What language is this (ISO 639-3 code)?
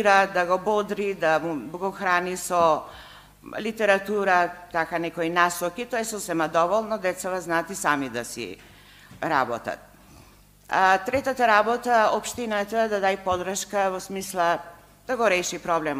mkd